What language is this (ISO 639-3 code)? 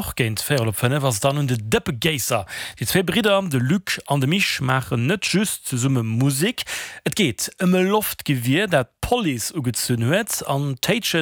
ltz